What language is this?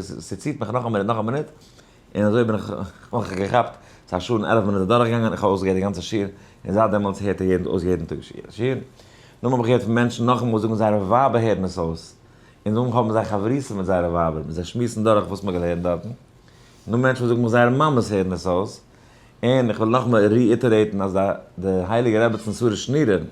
Yiddish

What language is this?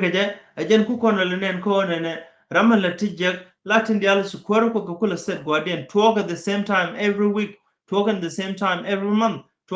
Nuer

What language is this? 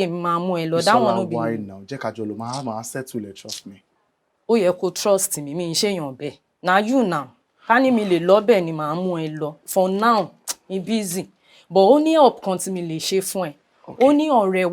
Yoruba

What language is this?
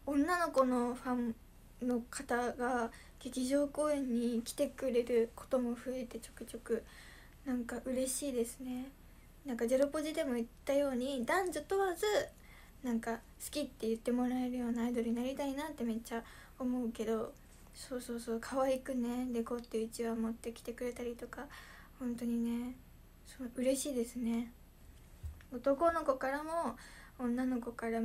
Japanese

